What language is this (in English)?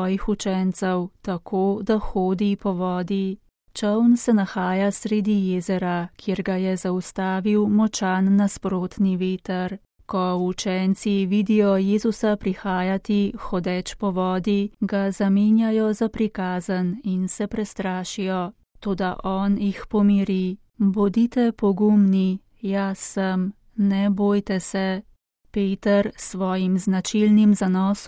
Slovenian